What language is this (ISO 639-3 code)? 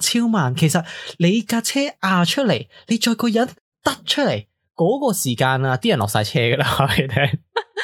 yue